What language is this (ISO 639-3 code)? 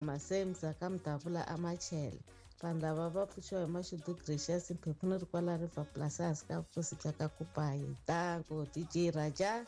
tso